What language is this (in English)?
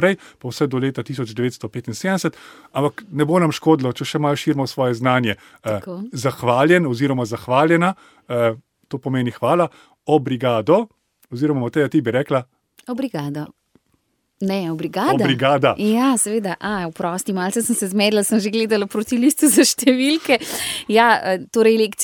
Slovenian